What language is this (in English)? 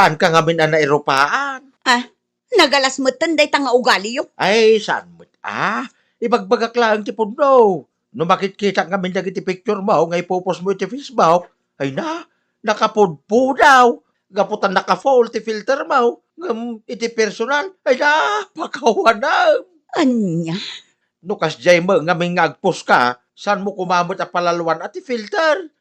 Iloko